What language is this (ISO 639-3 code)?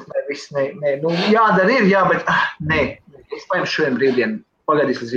lav